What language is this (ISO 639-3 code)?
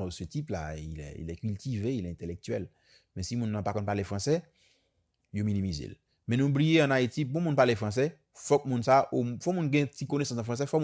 hat